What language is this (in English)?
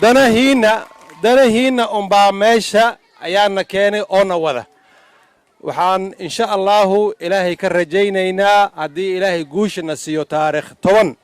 Somali